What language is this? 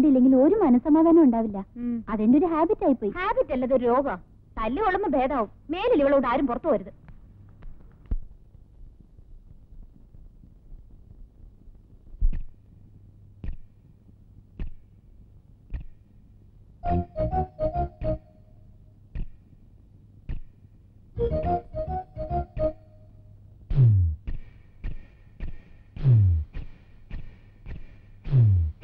Malayalam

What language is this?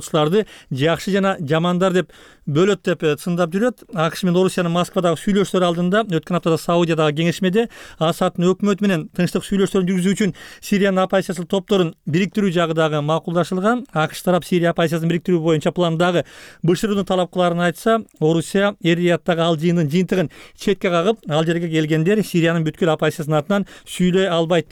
Kyrgyz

